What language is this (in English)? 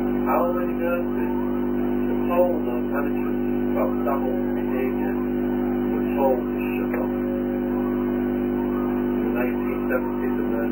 English